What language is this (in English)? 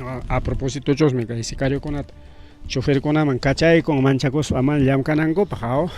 Ayacucho Quechua